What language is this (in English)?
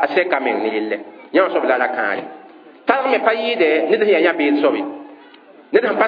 Mossi